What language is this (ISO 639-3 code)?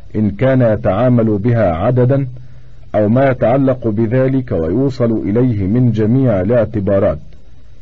ara